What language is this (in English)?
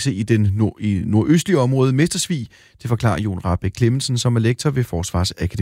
Danish